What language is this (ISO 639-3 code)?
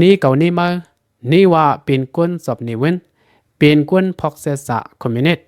lao